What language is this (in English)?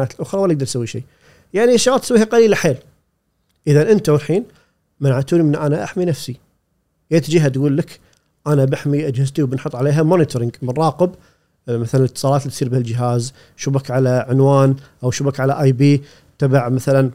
Gulf Arabic